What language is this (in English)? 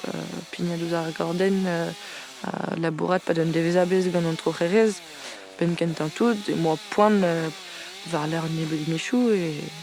Breton